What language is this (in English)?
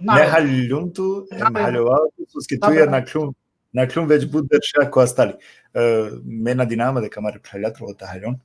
Balkan Romani